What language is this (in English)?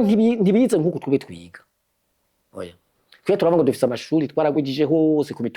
Rundi